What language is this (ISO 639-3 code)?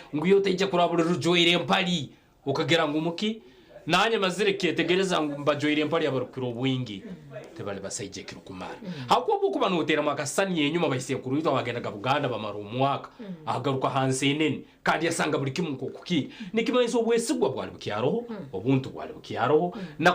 nyn